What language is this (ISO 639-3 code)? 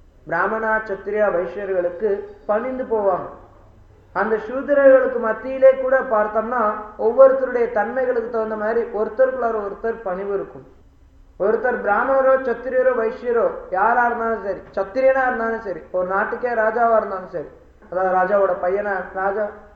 tam